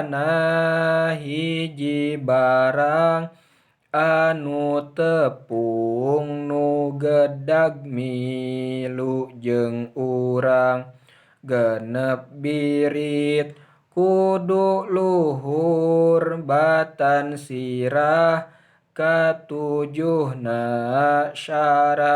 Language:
Sundanese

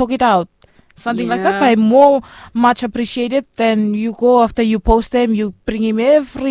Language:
Bislama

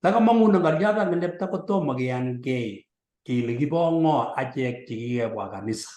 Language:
Kalenjin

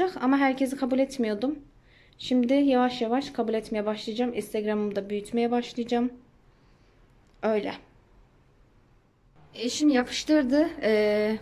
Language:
Turkish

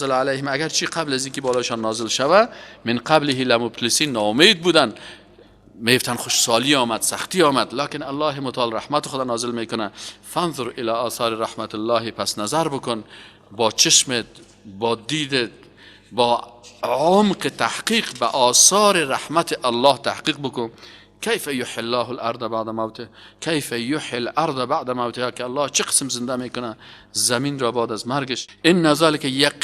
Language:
Persian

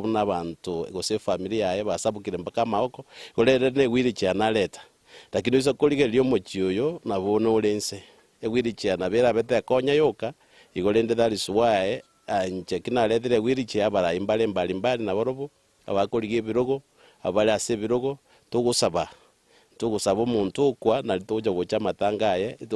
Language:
Gusii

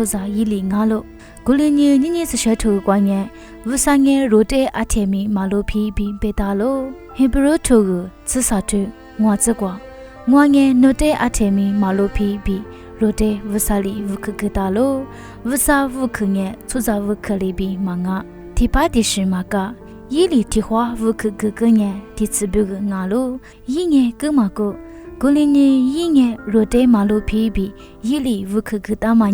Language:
Lisu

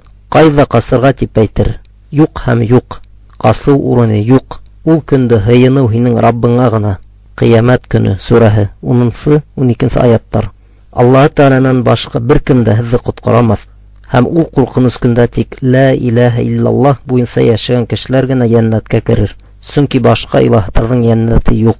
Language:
Bashkir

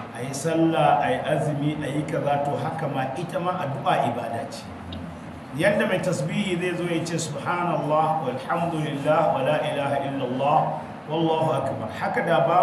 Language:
Hausa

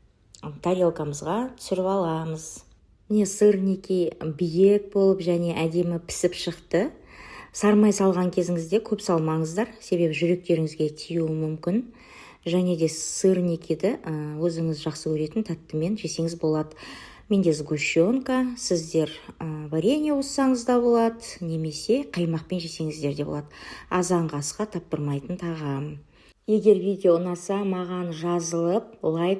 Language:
Kazakh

